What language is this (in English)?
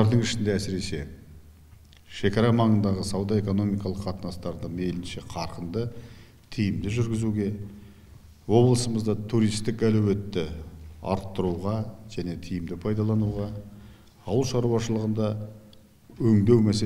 Kazakh